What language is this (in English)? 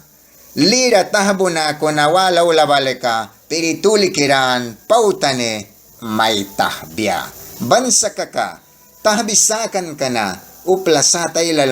Mískito